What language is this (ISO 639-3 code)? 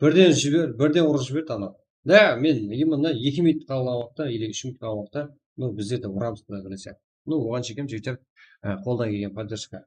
kaa